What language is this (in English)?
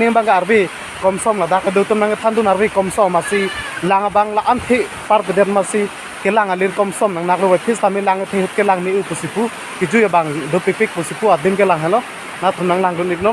Karbi